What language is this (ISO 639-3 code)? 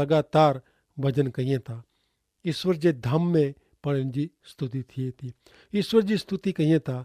kfr